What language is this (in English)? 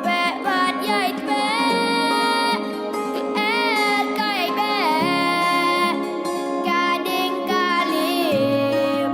Khasi